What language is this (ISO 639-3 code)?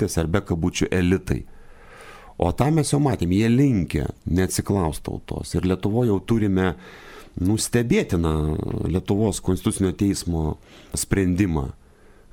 lit